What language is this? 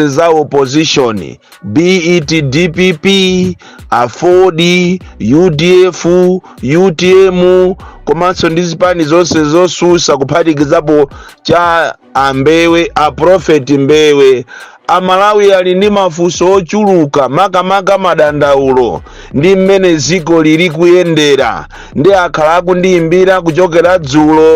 Nyanja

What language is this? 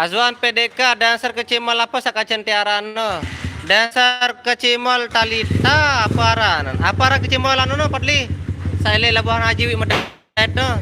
Sasak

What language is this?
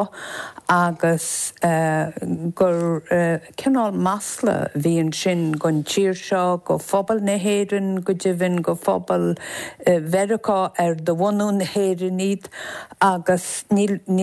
Irish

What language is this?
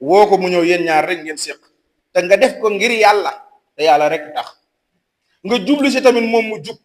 Wolof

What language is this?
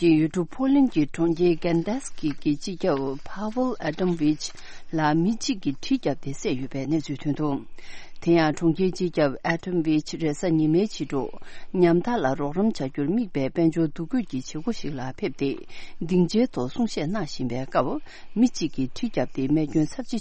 Tibetan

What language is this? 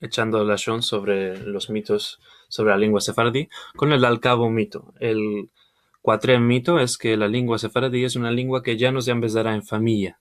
Ladino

